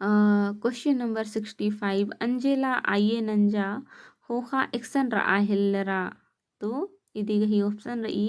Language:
Kurukh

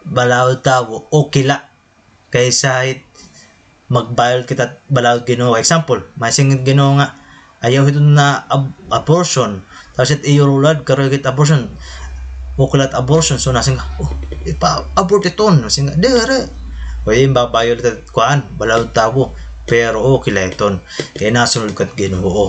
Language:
Waray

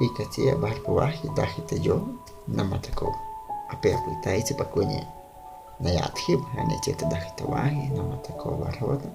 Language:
Guahibo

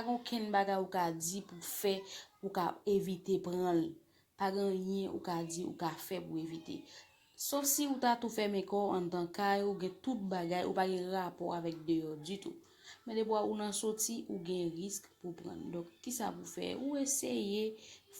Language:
Haitian Creole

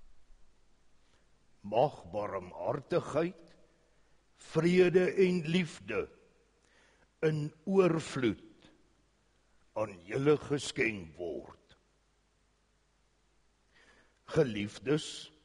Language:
Afrikaans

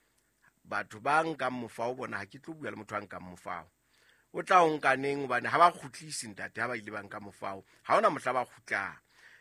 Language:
Southern Sotho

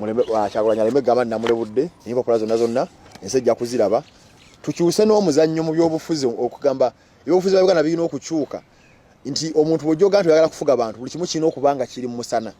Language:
Ganda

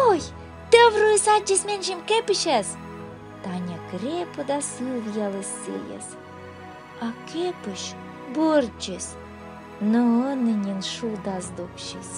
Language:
Komi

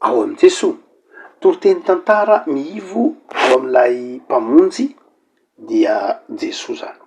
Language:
Malagasy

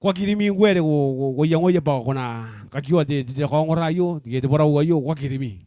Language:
Gilbertese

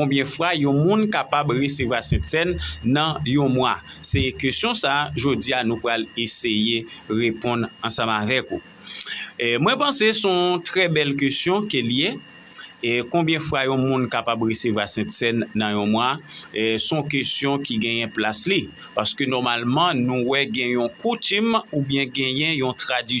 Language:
Haitian Creole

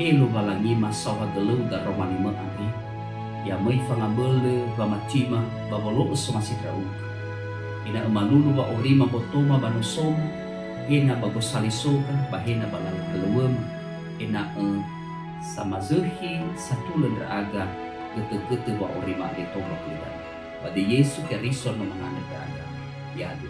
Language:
Nias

